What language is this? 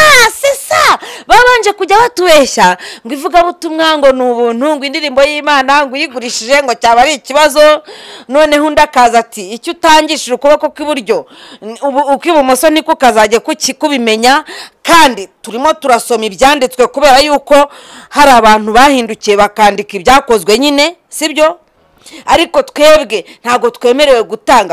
Kinyarwanda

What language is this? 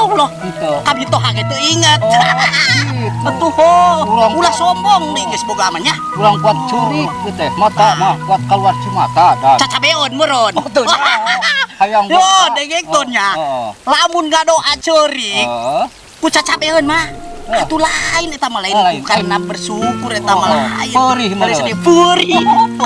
Sundanese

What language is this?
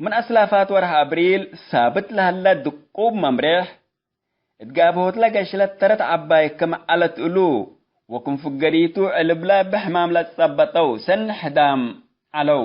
Tigre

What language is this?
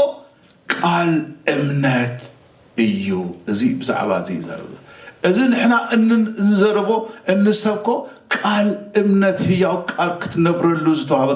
Tigrinya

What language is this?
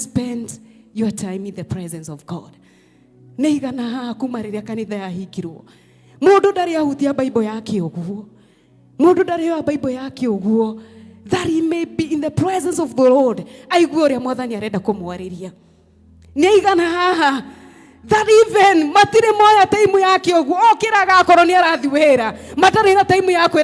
Kikuyu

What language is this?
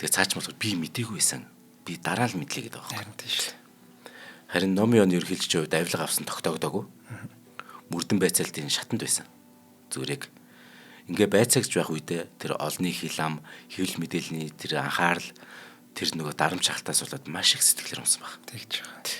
Mongolian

